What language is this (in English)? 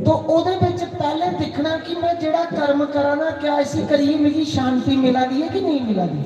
Dogri